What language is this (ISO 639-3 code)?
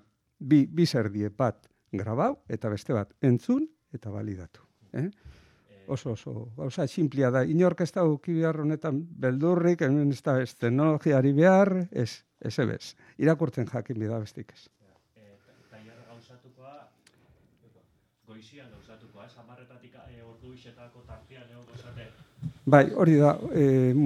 eus